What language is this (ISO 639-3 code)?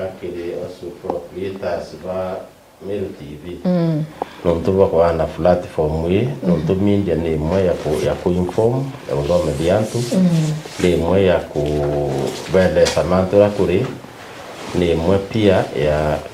mer